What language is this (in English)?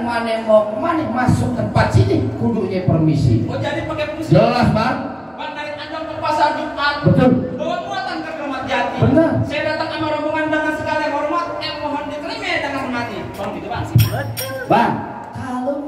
Betawi